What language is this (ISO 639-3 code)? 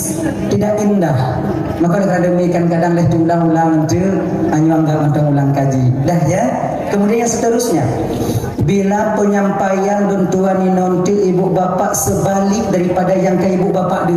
ace